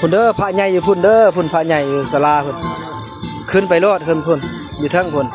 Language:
Northeastern Thai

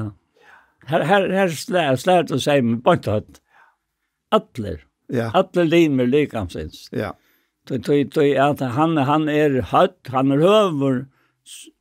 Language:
Faroese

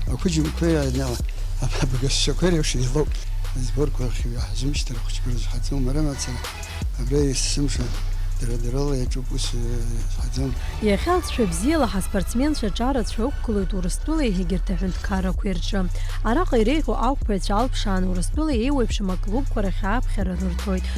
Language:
Abkhazian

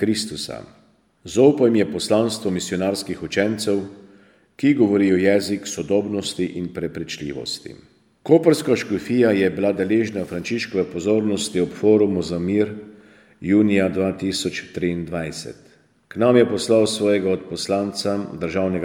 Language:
Slovenian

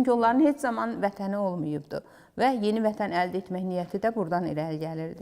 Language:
Azerbaijani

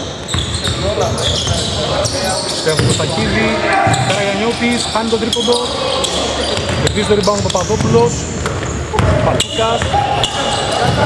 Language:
Greek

